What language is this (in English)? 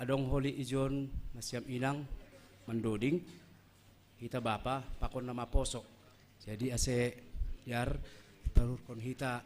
Batak Simalungun